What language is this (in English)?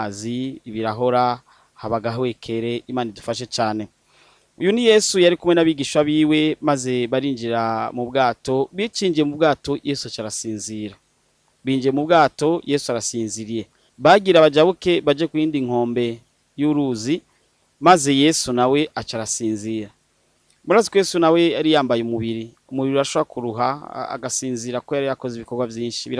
Rundi